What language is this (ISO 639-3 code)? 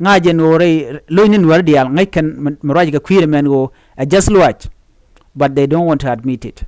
nus